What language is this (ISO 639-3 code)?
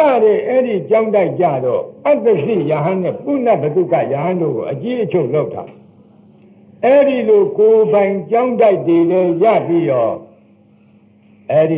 mya